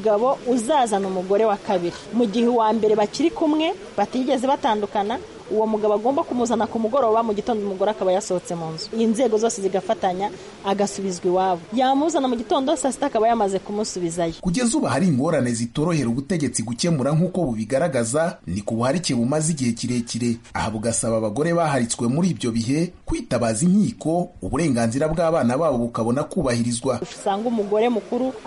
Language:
Kinyarwanda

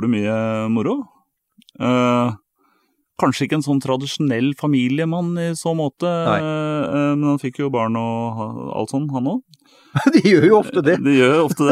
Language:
Norwegian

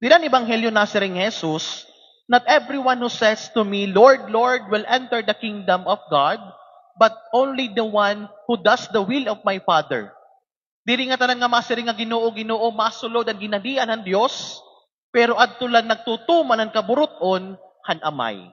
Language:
Waray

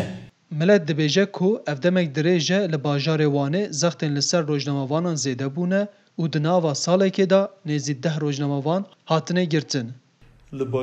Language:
Kurdish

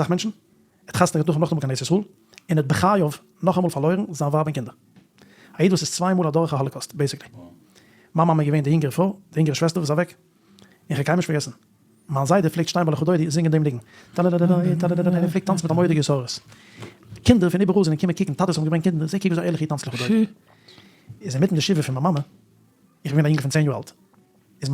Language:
Yiddish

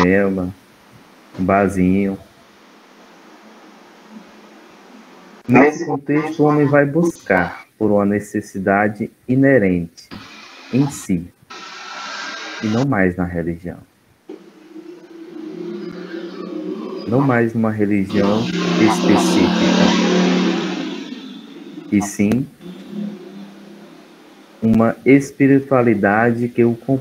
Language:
Portuguese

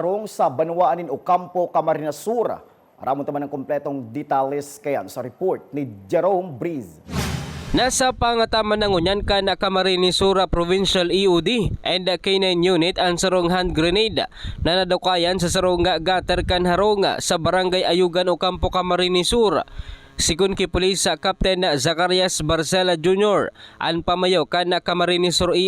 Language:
Bikol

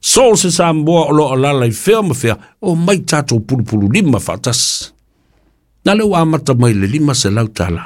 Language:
Samoan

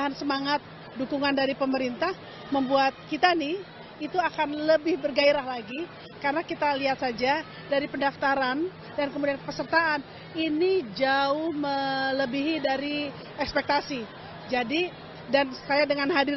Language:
Indonesian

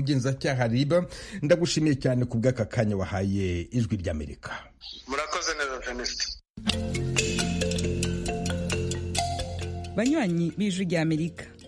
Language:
Kinyarwanda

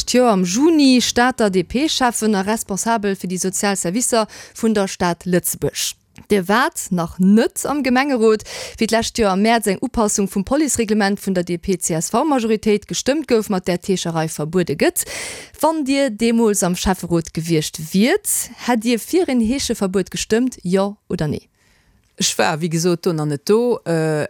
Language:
Luxembourgish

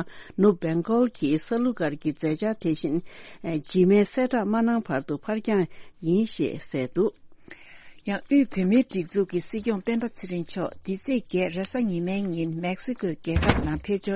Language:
Tibetan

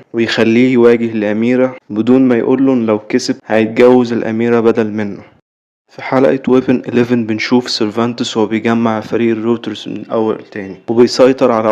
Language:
Egyptian Arabic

